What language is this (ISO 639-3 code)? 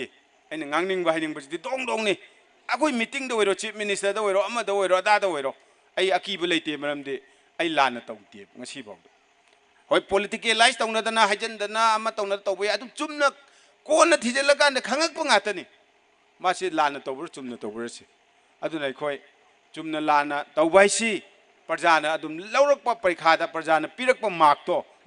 mni